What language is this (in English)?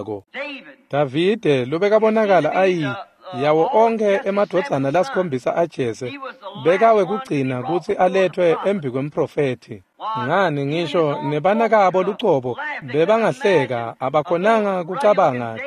Swati